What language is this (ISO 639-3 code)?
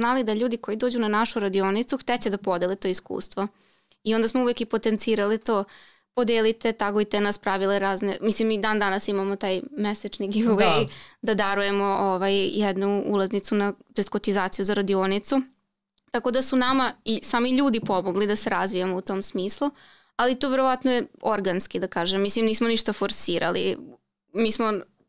srp